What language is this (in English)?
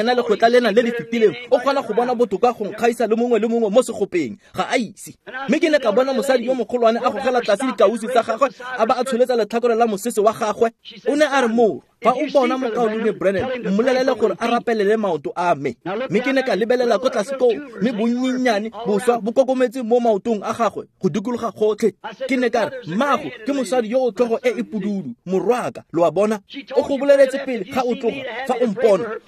Tswana